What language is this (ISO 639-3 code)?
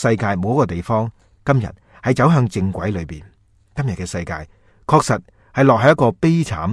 yue